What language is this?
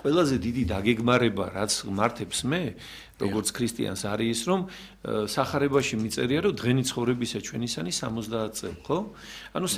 Georgian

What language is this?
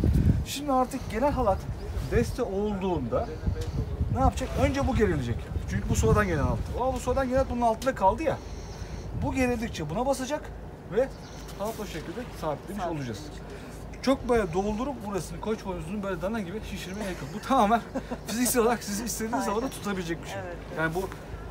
Turkish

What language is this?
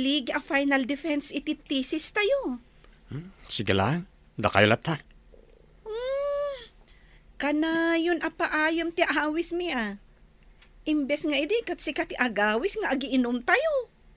Iloko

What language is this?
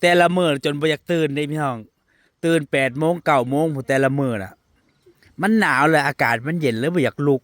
Northeastern Thai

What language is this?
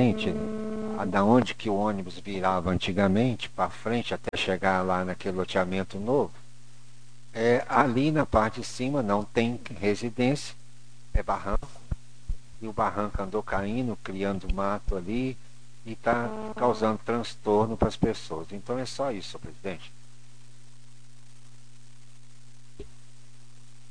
Portuguese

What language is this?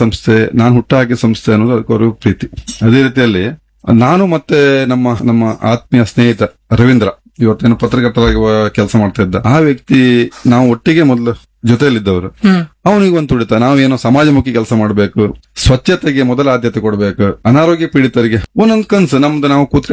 Kannada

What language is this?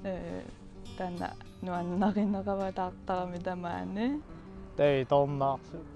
Kalaallisut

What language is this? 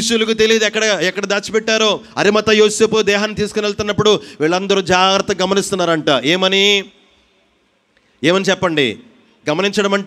Telugu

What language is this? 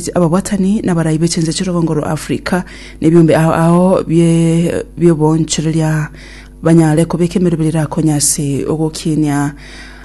Gusii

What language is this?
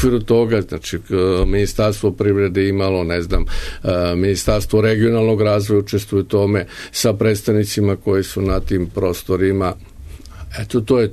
Serbian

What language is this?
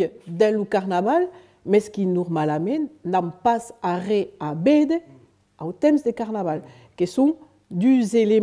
Occitan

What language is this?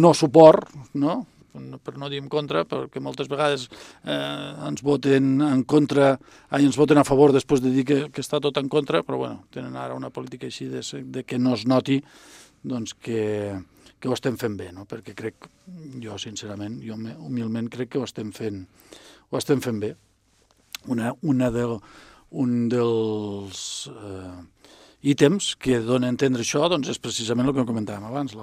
Catalan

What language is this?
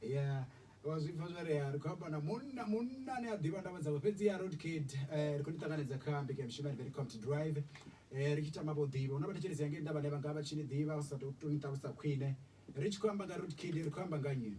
Venda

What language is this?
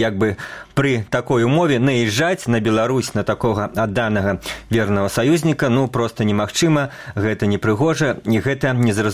Belarusian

